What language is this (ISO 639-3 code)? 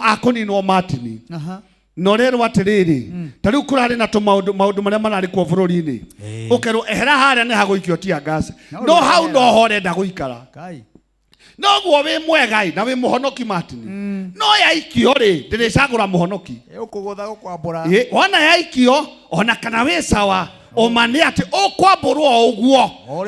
kik